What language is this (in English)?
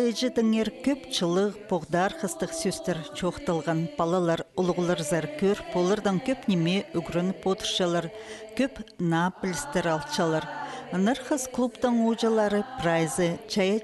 Khakas